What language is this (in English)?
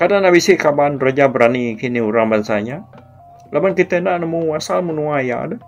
Iban